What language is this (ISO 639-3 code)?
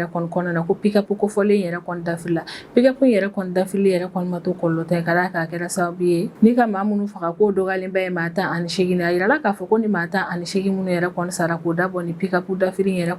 bam